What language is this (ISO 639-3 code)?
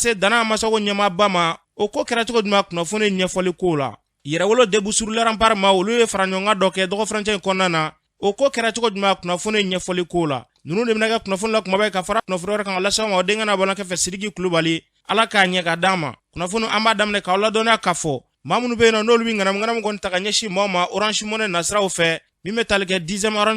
bam